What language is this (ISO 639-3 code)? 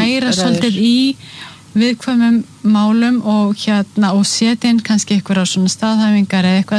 isl